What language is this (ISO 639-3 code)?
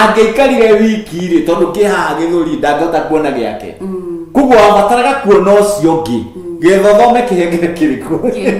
kik